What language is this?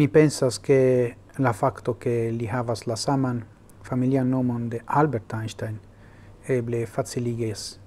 Esperanto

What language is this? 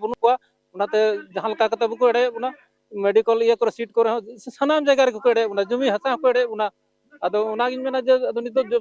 Santali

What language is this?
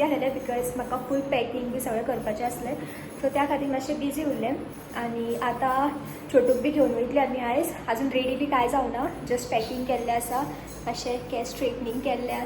Konkani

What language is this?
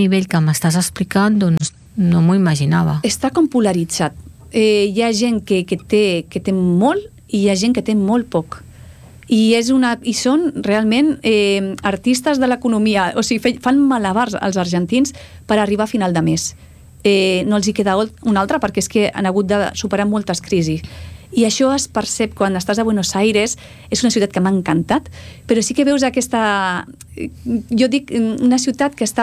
Catalan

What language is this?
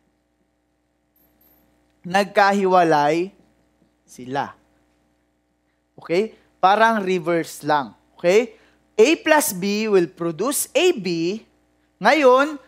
Filipino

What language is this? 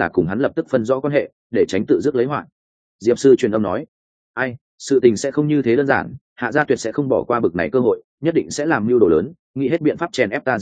Vietnamese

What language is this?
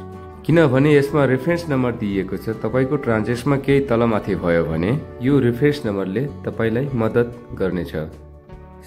Nepali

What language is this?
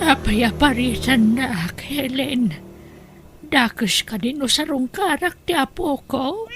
Iloko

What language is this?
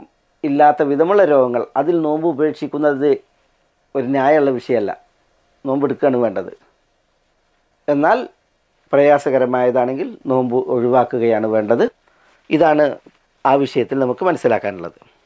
Malayalam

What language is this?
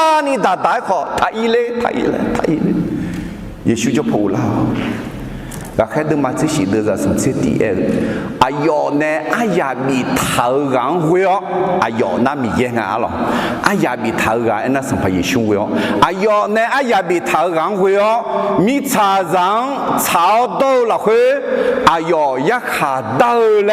Akha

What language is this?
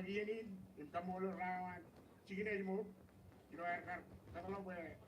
Marshallese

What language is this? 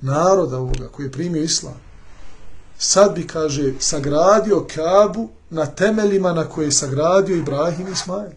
Bosnian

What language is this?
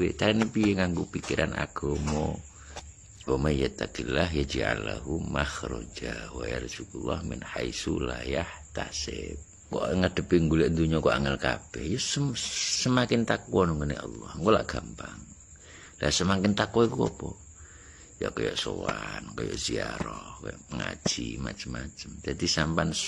Javanese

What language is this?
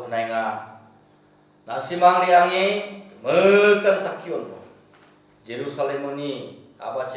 Garo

